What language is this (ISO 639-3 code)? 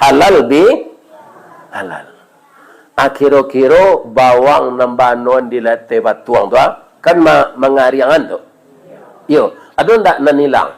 min